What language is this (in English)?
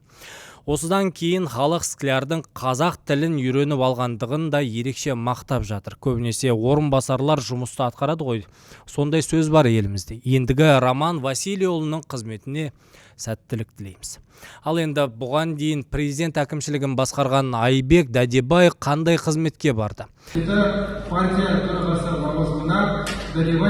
Kazakh